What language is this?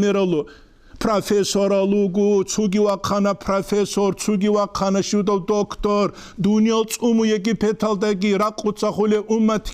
Avaric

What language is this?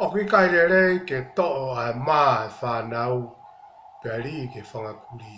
Tongan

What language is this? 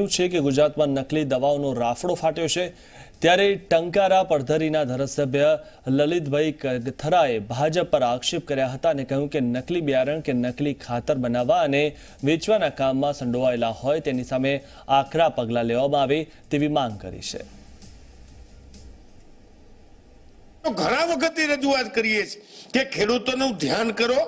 Gujarati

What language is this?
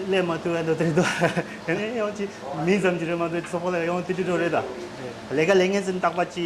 Tibetan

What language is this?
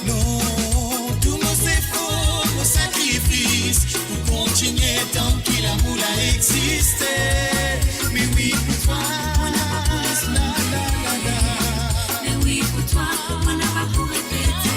Morisyen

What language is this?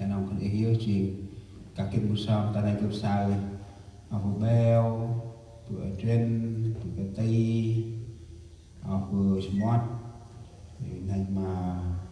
Central Mnong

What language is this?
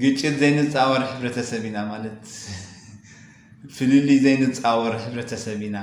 Tigrinya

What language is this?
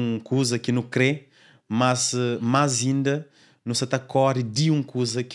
Kabuverdianu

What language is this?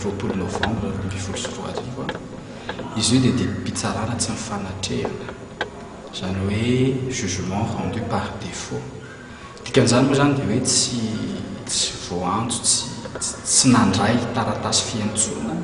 Malagasy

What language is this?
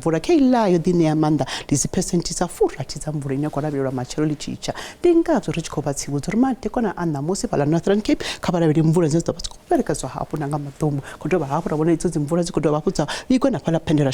Venda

